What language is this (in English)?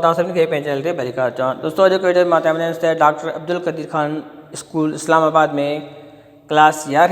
Sindhi